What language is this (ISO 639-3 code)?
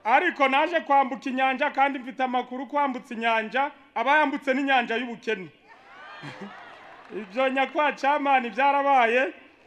kin